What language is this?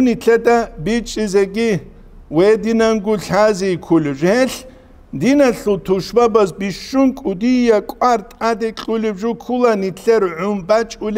Avaric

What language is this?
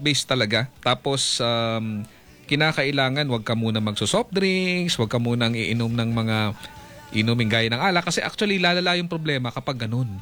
Filipino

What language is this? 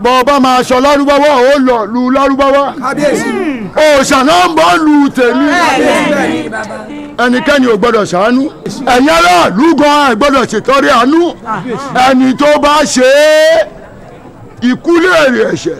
Yoruba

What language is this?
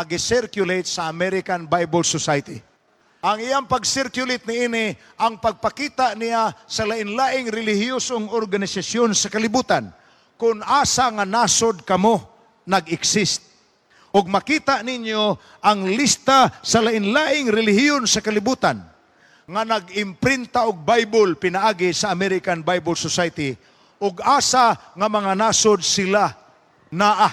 Cebuano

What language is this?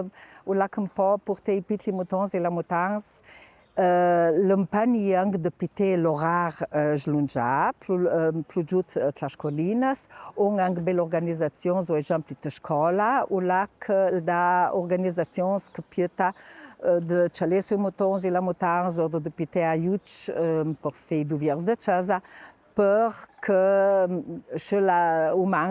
Ladin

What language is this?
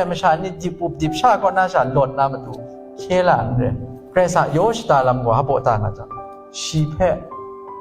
Kachin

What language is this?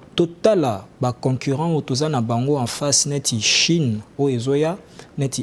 Lingala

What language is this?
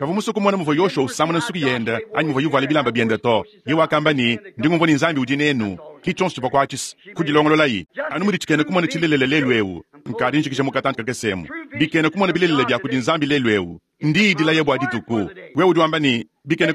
Luba-Lulua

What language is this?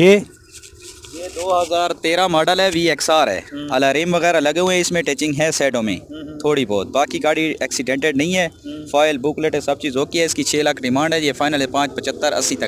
Hindi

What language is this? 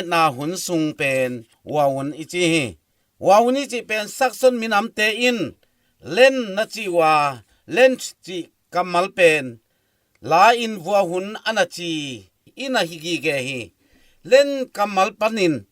Tedim Chin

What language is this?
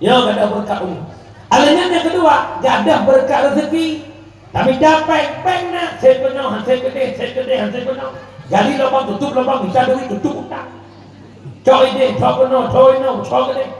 Achinese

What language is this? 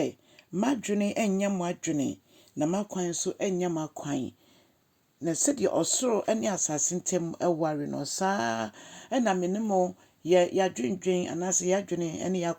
Akan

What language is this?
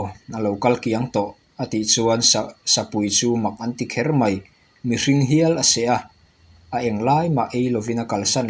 Mizo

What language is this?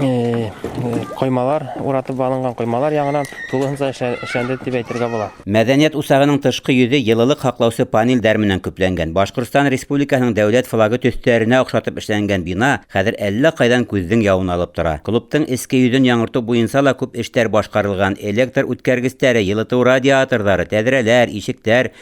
Bashkir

